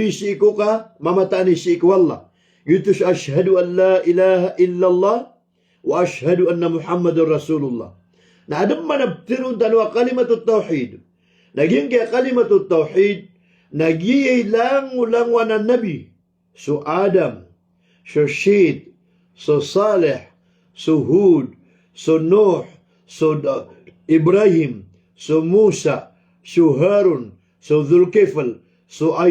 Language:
Maranao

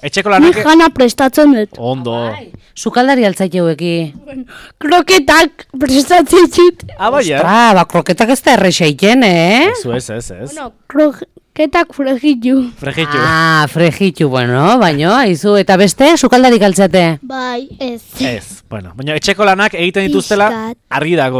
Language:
Basque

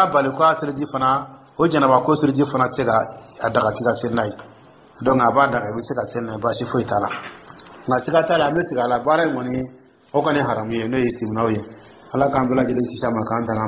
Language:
Dyula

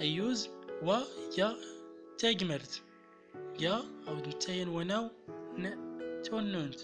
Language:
Central Atlas Tamazight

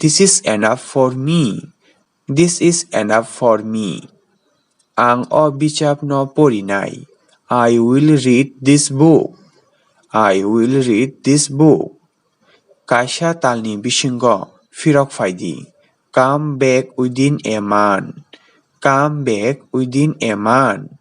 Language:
Kok Borok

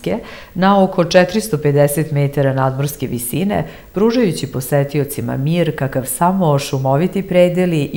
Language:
Serbian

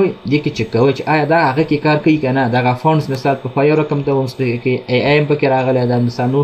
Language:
Pashto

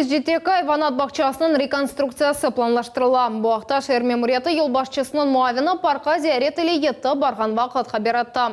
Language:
Crimean Tatar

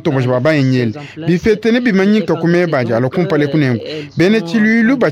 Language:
Luba-Lulua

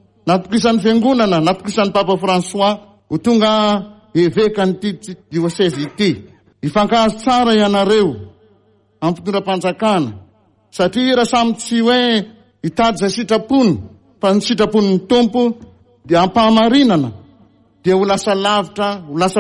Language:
Malagasy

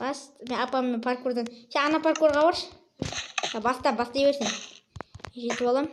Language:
Kazakh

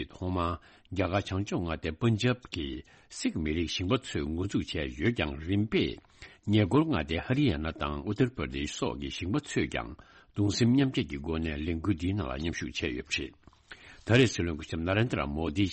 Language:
Tibetan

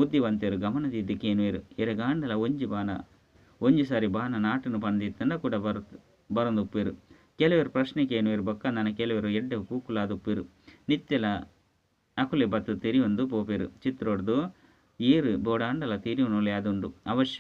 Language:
Tulu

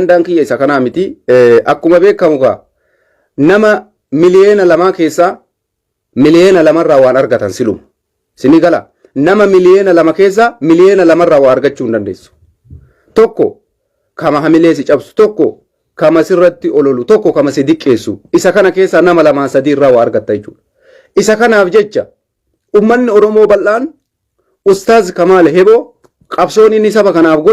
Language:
Oromo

